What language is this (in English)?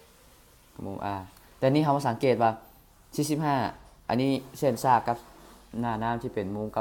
Thai